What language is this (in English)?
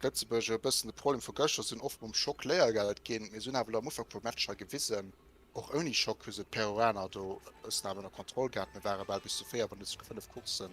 Luxembourgish